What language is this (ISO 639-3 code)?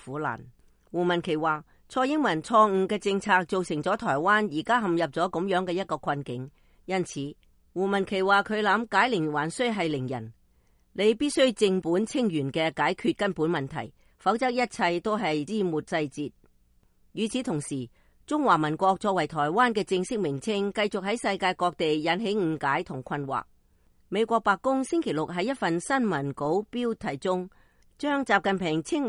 yue